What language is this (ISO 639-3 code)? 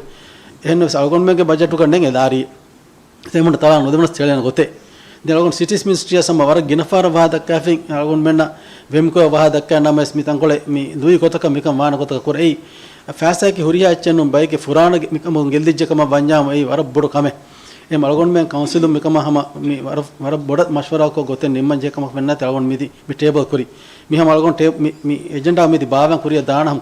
div